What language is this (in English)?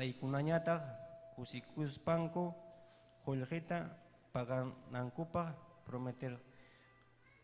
Ayacucho Quechua